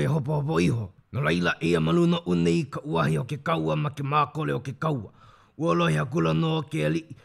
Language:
Hawaiian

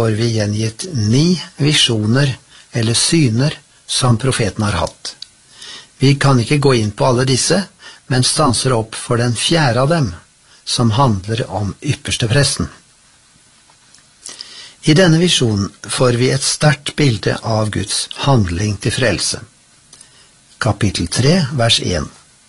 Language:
Norwegian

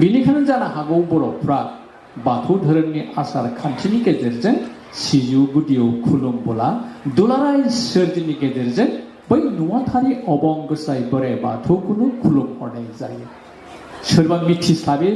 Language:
Bodo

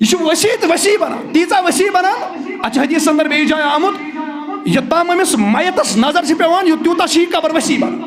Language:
Kashmiri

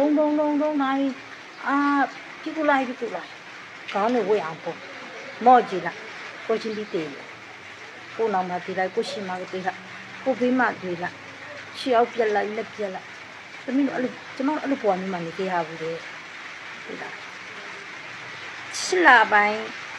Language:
Burmese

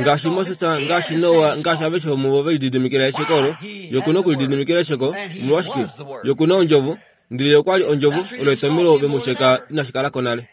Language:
Kuanyama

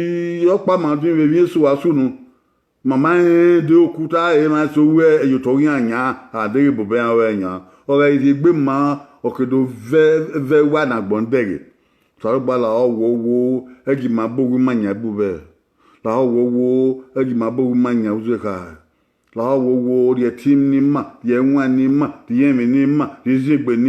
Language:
Bini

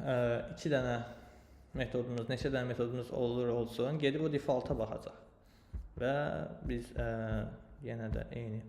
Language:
Azerbaijani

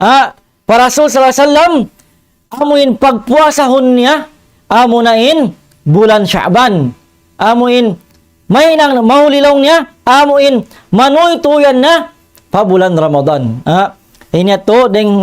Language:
Tausug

